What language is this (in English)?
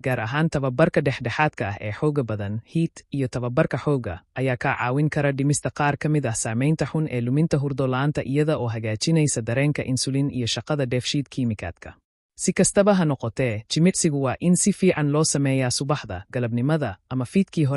Somali